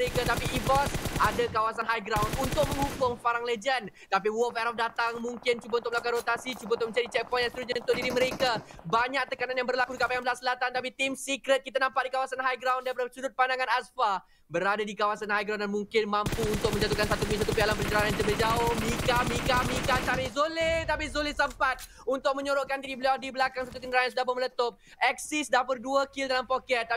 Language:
Malay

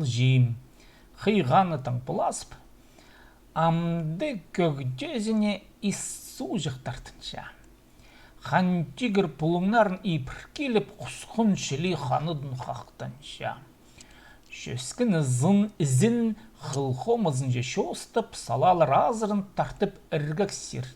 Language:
Khakas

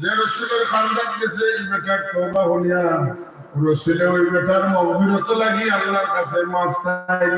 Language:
Sylheti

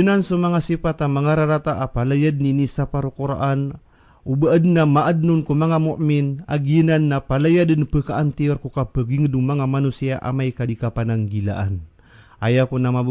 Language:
Maranao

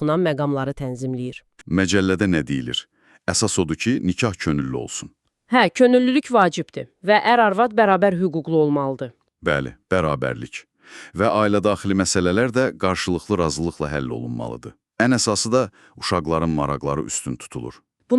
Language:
Azerbaijani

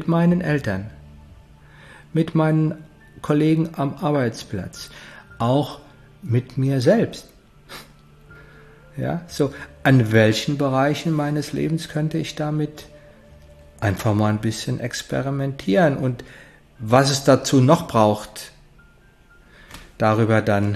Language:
German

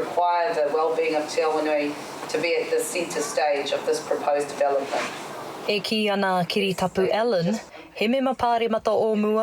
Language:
Māori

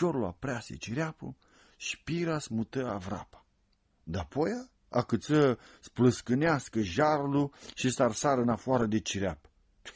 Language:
Aromanian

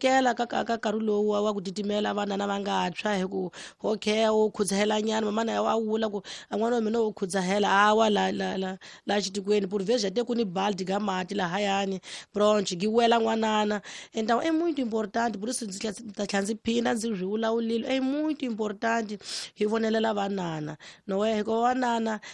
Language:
Tsonga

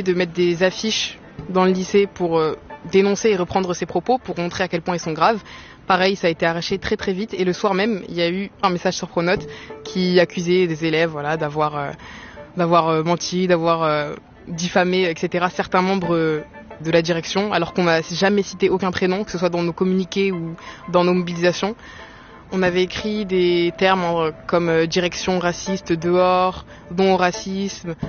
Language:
French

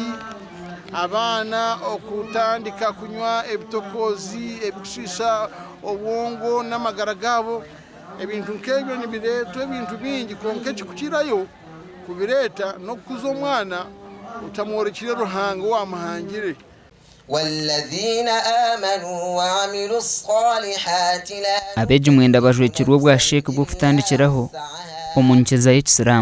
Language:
Nyankole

